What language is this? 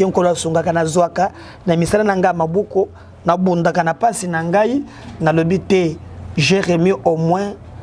Lingala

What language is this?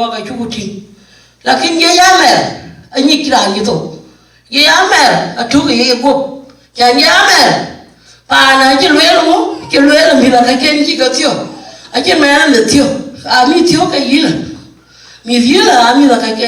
Dinka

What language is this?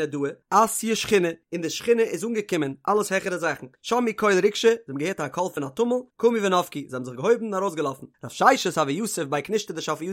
Yiddish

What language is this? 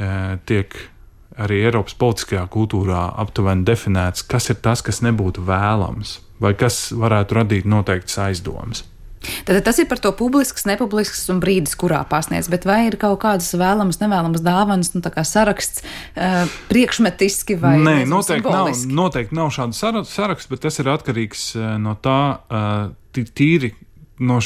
Latvian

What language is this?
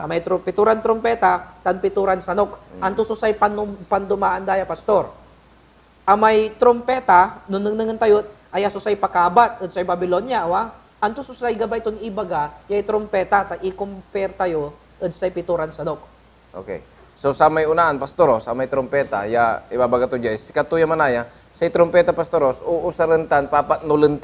Pangasinan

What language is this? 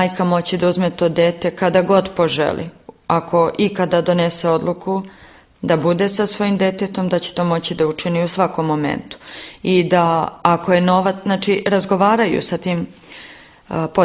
Serbian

